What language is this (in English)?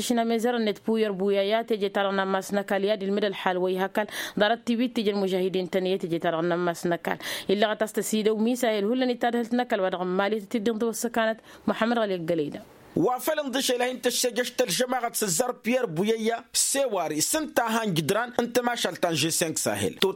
Tamasheq